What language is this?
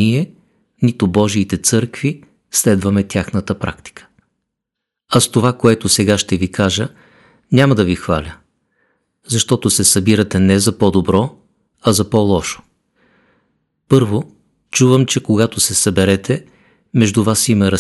Bulgarian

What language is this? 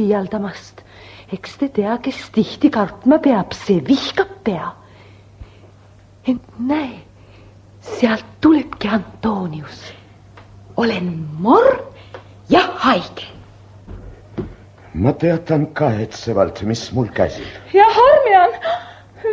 Estonian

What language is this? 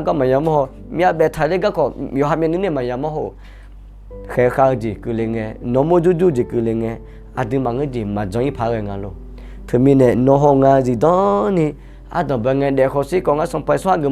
Akha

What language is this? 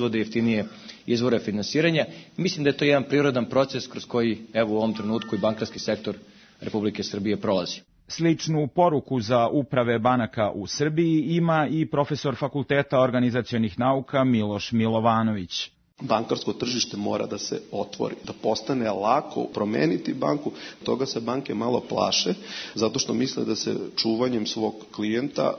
Serbian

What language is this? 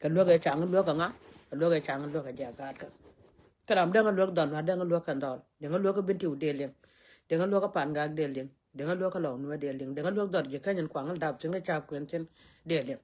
Nuer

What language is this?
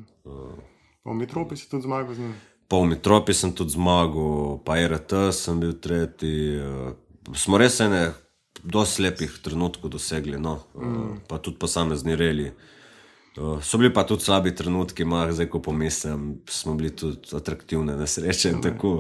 Slovenian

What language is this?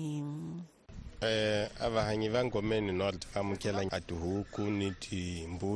Tsonga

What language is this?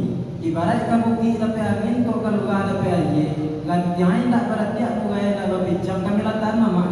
Minangkabau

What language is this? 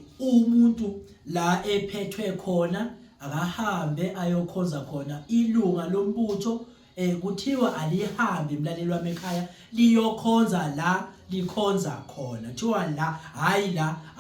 Zulu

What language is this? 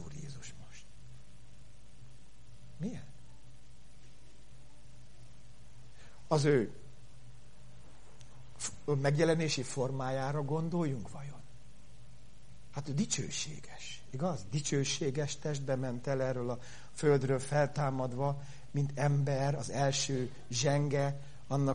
Hungarian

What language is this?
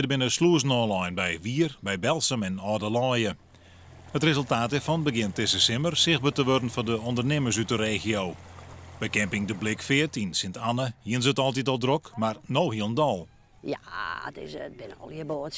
Western Frisian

